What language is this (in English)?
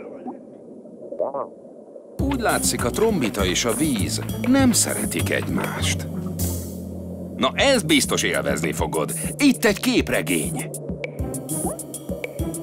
Hungarian